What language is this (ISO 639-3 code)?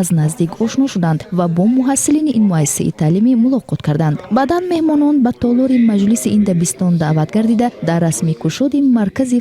tgk